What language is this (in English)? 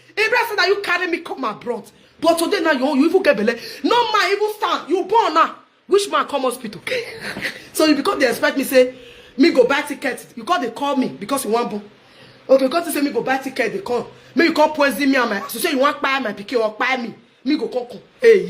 Nigerian Pidgin